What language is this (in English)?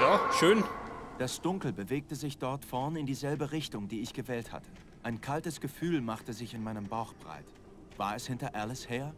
Bavarian